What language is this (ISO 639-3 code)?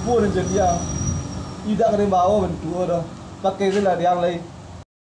min